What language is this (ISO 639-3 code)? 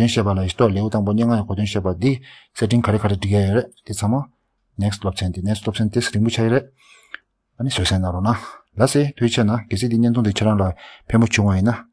bod